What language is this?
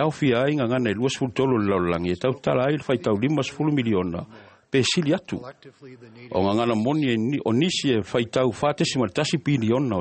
Samoan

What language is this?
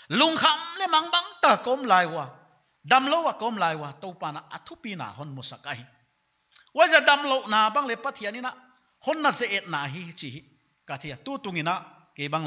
Paite Chin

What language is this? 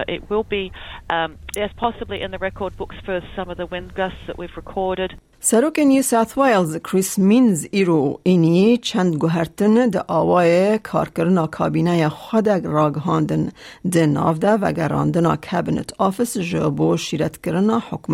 Kurdish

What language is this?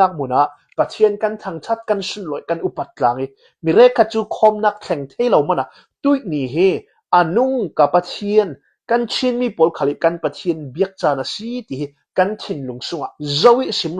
Hakha Chin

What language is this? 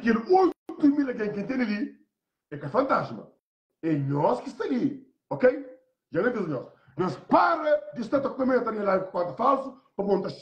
Kabuverdianu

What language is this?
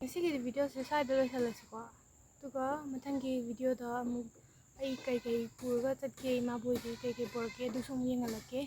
Manipuri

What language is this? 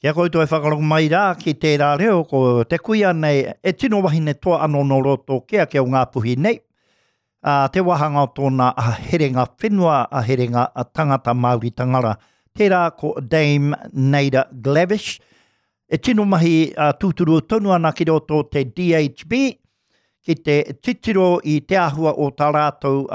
Māori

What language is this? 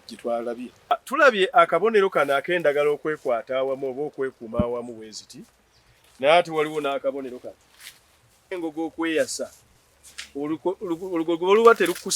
Ganda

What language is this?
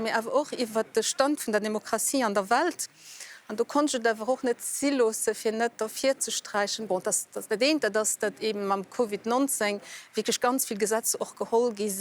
Luxembourgish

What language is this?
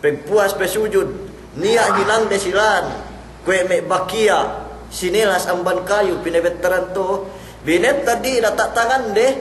Yakan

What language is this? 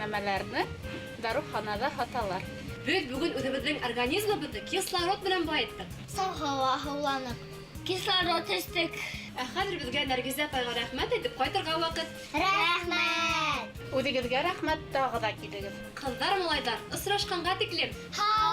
Bashkir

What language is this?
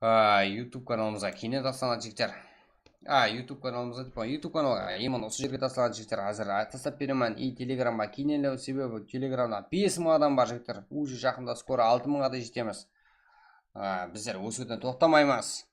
Kara-Kalpak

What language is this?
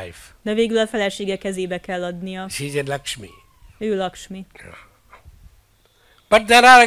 Hungarian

